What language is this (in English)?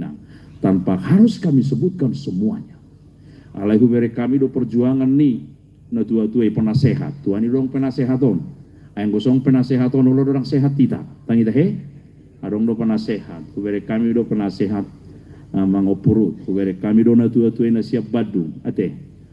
Batak Toba